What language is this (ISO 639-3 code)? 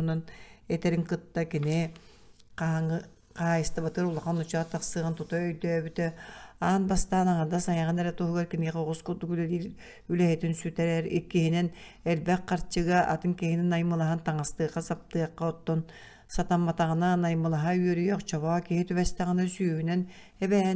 sah